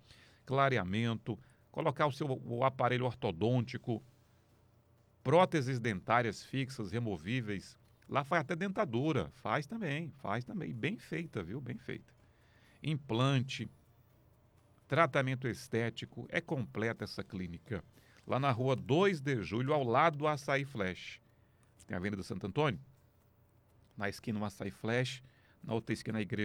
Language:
Portuguese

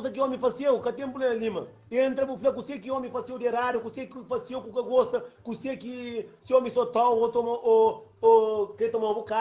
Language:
Kabuverdianu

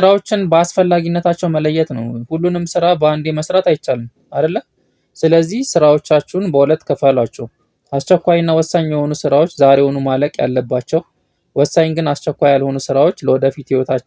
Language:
Amharic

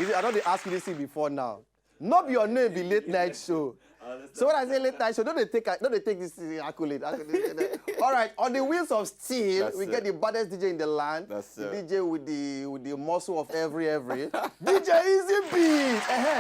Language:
Nigerian Pidgin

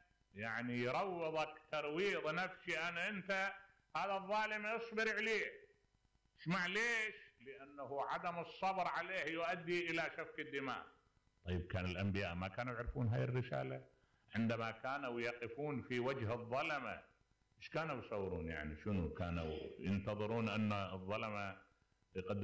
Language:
Mesopotamian Arabic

